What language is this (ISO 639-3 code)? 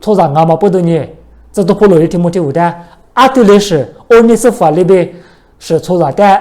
lis